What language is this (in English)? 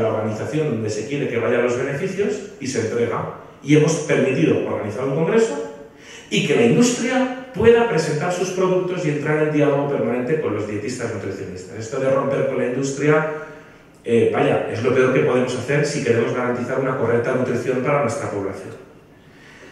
Spanish